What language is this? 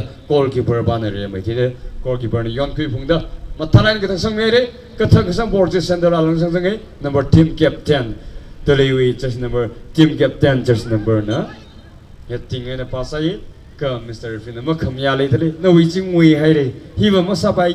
Tangkhul Naga (India)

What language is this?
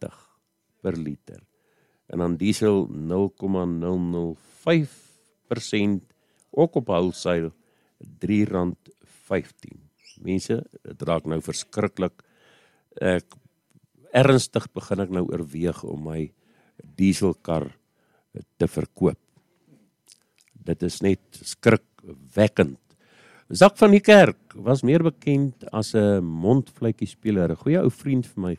Afrikaans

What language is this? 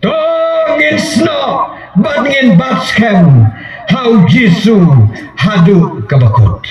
Khasi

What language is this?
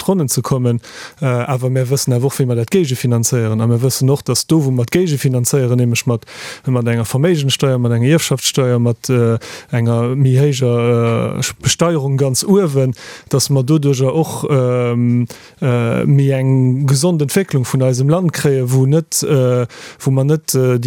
Luxembourgish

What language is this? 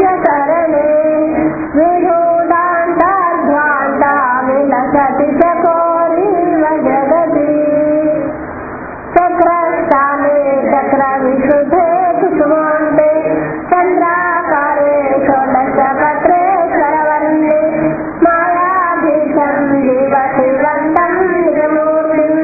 Telugu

